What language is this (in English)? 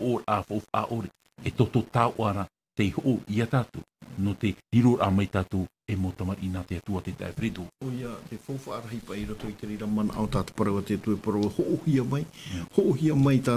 Tahitian